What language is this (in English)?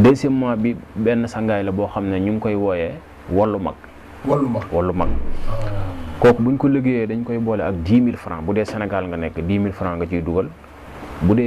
Wolof